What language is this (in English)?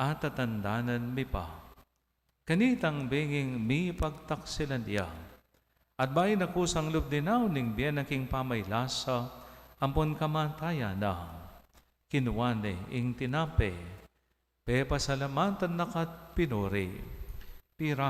Pampanga